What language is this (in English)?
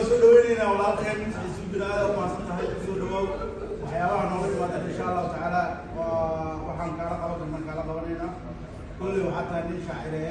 Somali